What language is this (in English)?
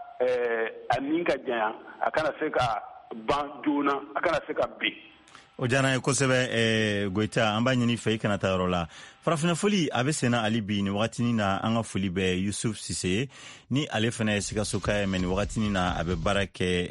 Bambara